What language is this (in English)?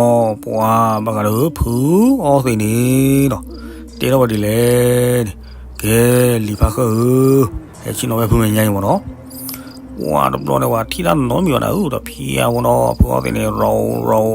S'gaw Karen